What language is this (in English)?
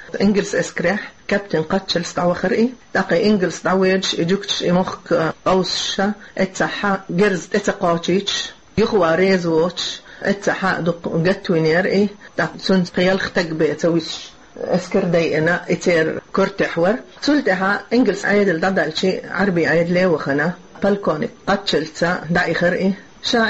Chechen